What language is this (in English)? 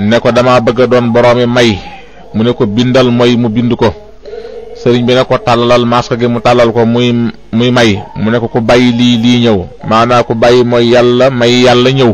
Wolof